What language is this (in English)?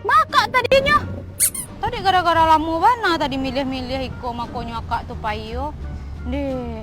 Minangkabau